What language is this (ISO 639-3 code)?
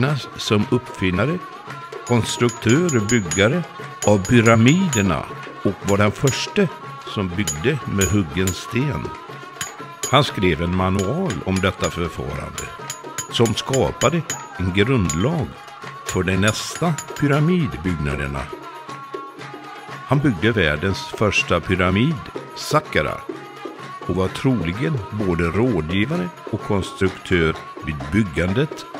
swe